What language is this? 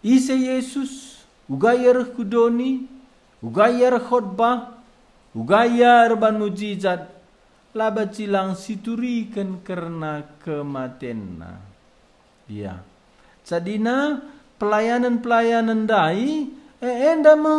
Batak Karo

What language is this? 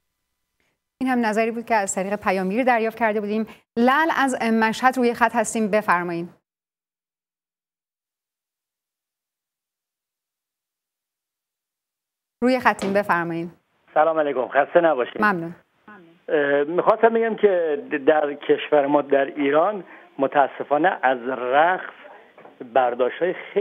Persian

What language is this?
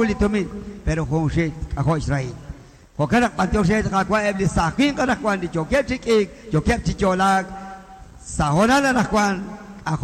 Kekchí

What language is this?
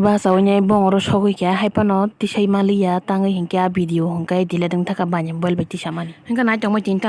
Kok Borok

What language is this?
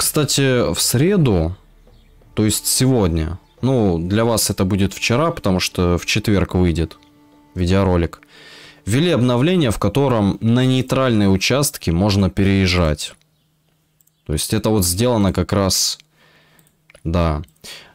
Russian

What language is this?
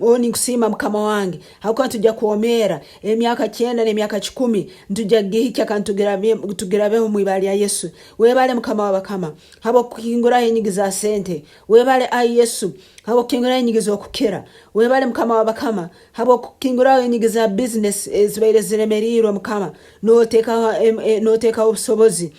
Nyankole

